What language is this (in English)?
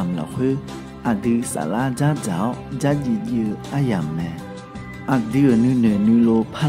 Akha